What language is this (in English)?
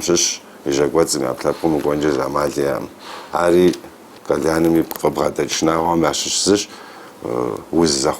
Kabardian